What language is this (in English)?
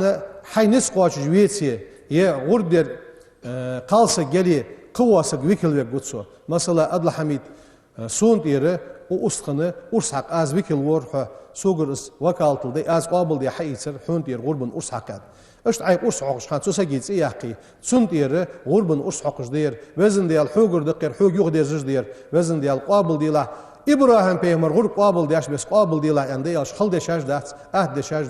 Ingush